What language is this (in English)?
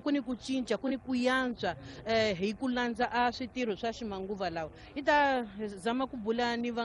Tsonga